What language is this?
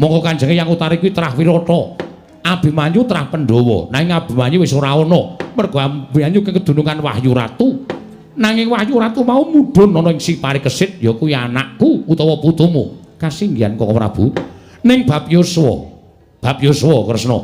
Javanese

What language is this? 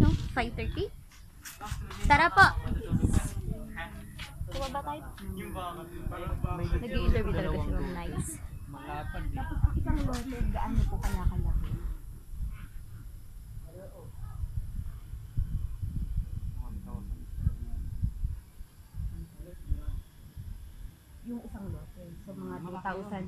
Filipino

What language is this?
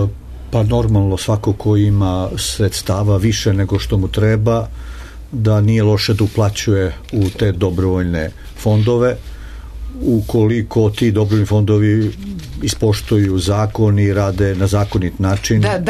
Serbian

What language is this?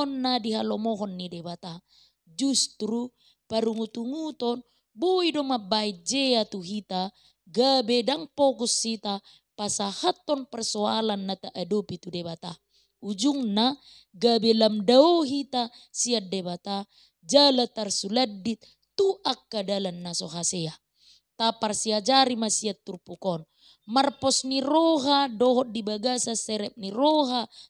Batak Toba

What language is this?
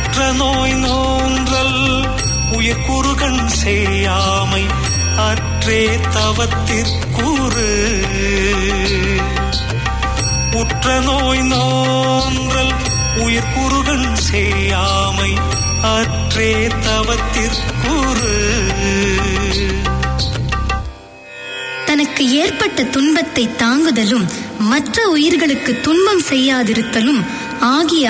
Tamil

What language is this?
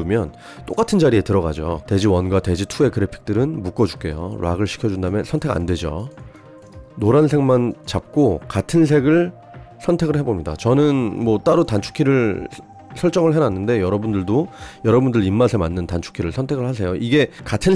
Korean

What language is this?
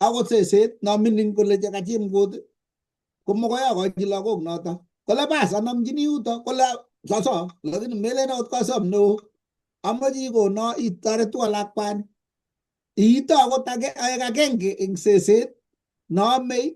Kalenjin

